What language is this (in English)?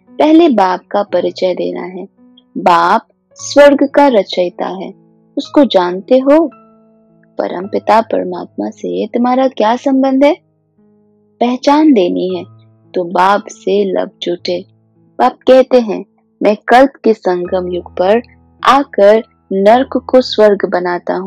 Hindi